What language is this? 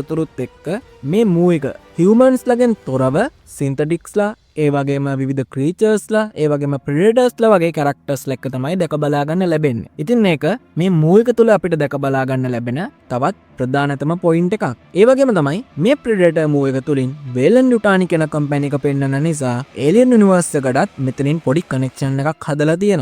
Sinhala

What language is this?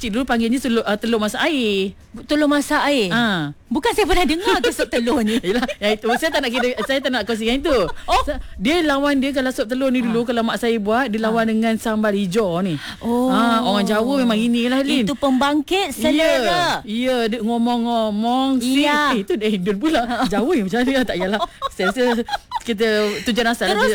Malay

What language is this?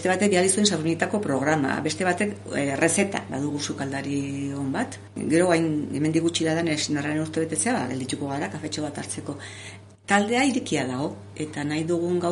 Basque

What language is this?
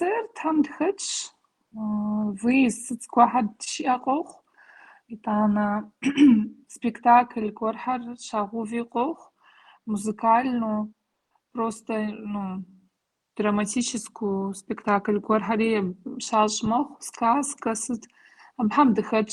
Kabardian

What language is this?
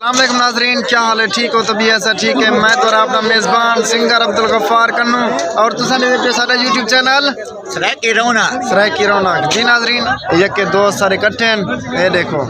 Saraiki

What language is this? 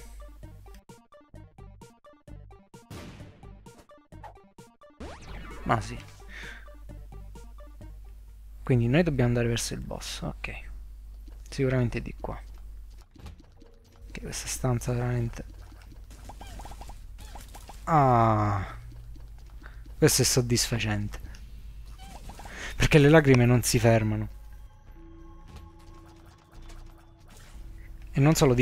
Italian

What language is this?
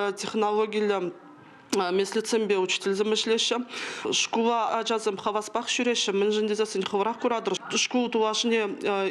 Chuvash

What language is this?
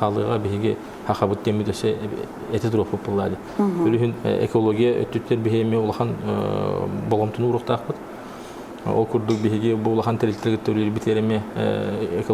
Yakut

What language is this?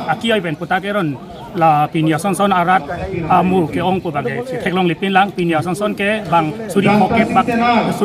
Karbi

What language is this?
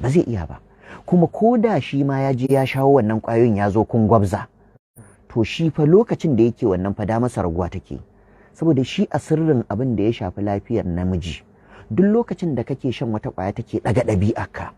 Hausa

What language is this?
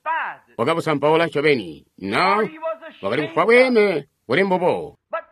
Tonga (Zambia)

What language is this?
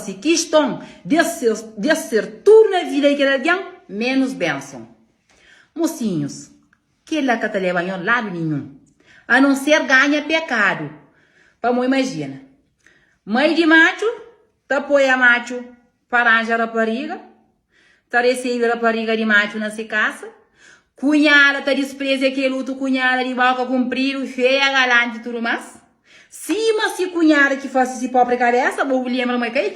Kabuverdianu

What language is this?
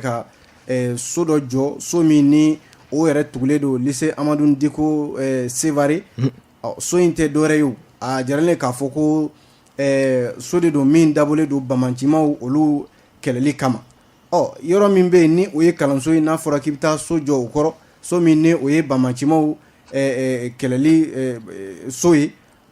Bambara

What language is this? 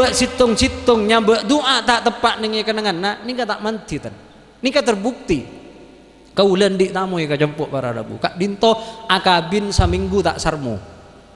Madurese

